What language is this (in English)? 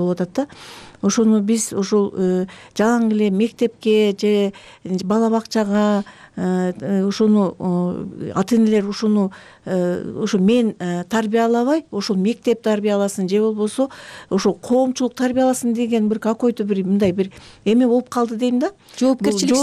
Kyrgyz